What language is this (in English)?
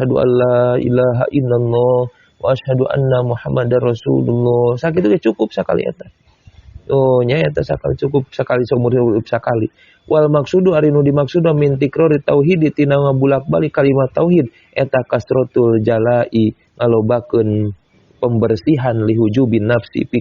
Sundanese